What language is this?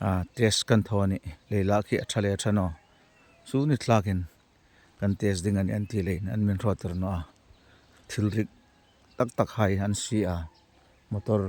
Hmar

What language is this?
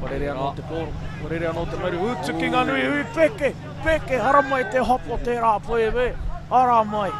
Māori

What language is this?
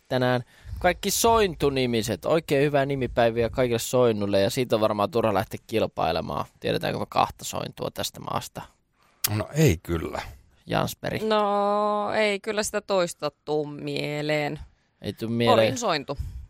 Finnish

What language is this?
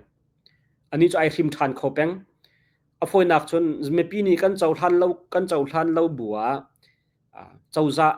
Hakha Chin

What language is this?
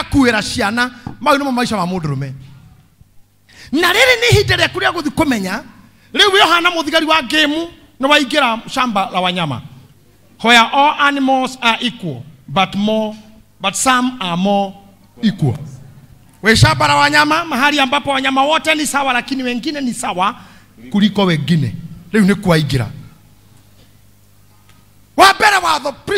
Kikuyu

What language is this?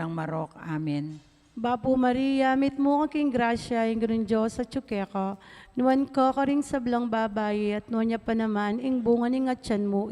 Pampanga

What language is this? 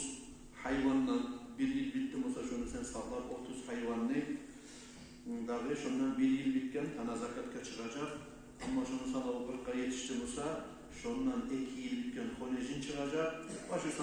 Kumyk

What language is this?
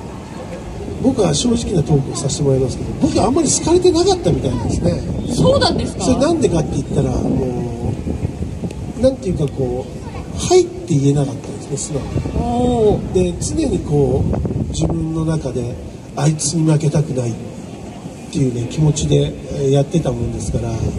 Japanese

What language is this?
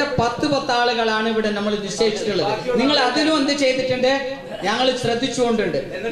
Malayalam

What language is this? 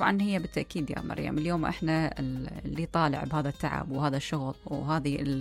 Mesopotamian Arabic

